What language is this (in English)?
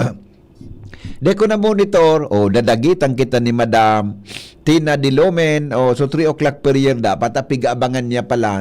Bikol